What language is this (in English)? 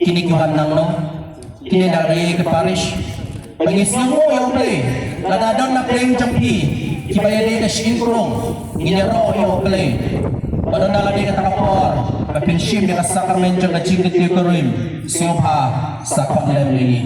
Khasi